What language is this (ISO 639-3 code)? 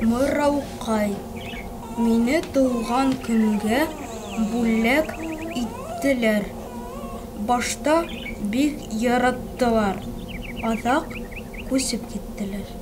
bak